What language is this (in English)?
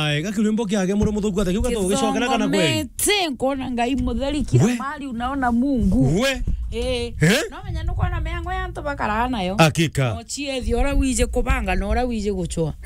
Meru